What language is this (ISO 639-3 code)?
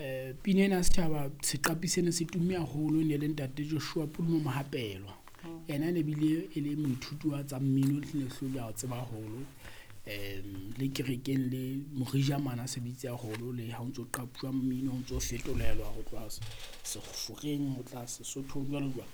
sot